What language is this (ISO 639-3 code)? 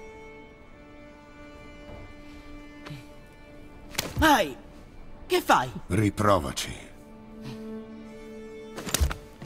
ita